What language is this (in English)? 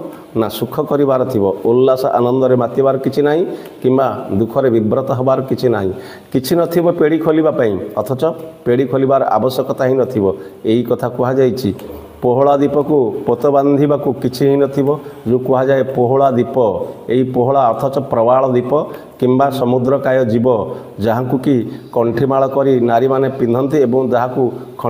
Odia